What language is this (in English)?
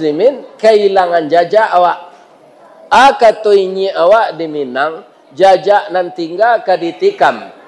Minangkabau